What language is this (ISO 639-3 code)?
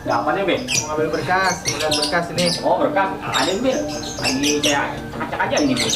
bew